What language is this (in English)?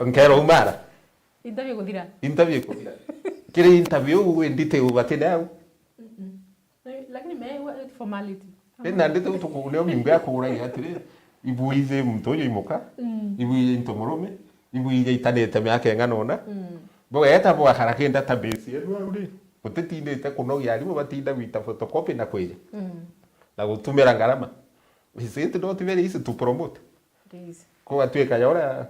Meru